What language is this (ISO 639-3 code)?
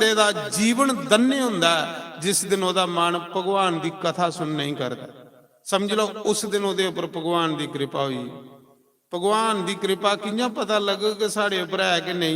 doi